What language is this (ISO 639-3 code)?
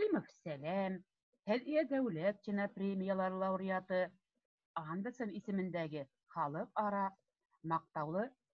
bak